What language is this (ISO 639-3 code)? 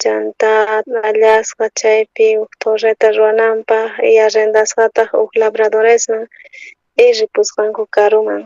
quh